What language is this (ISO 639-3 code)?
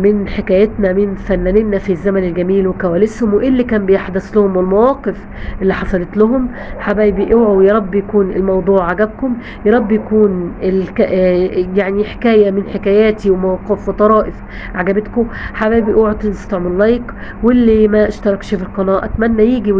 arz